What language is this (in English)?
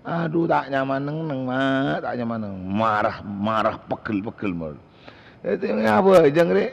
Madurese